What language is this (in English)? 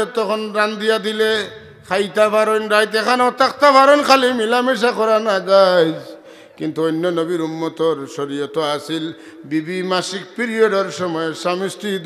Sylheti